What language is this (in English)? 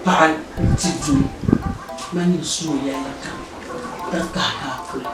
Dagbani